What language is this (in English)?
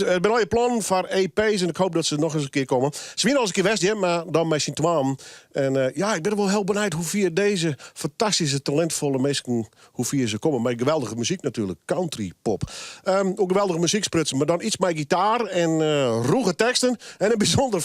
Western Frisian